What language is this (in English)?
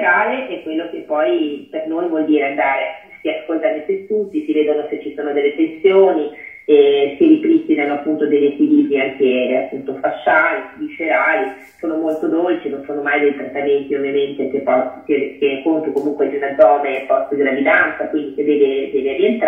Italian